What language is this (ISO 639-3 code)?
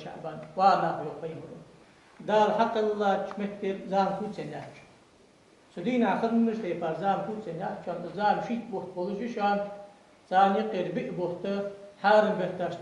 inh